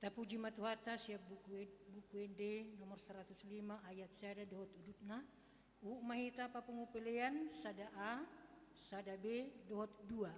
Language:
Batak Toba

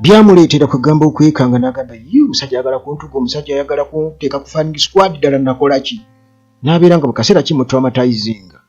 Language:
Ganda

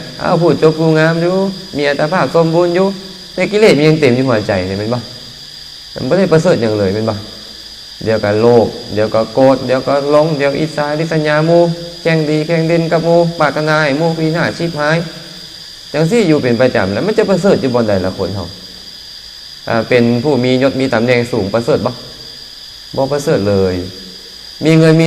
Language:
Lao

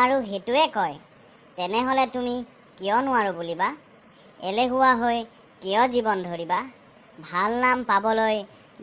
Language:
Assamese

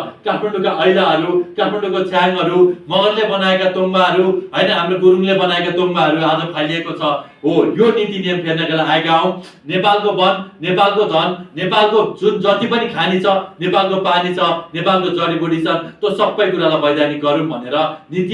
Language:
Nepali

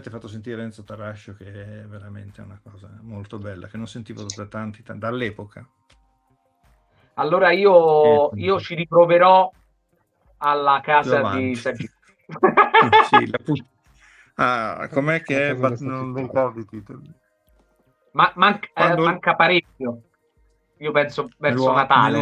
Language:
Italian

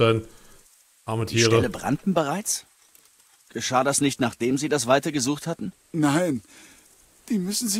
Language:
German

